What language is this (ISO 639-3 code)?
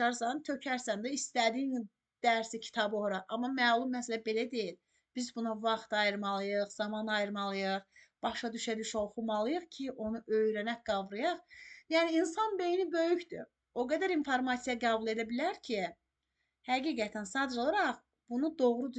aze